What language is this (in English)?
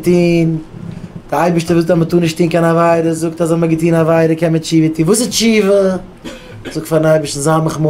Yiddish